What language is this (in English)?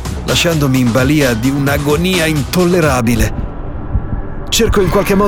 Italian